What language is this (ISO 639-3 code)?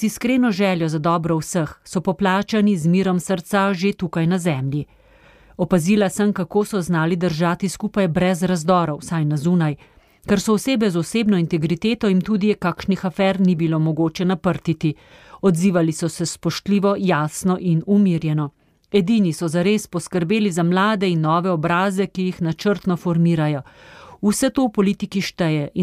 slv